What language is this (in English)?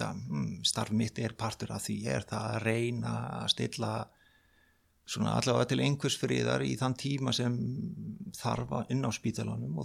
Icelandic